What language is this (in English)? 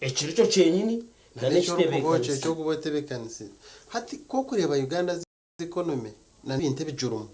Nyankole